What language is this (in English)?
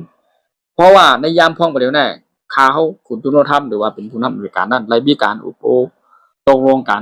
Shan